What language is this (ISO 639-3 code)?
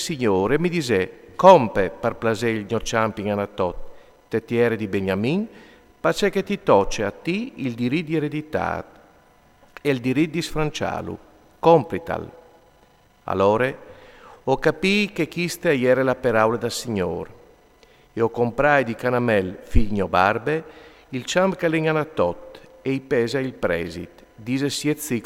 fur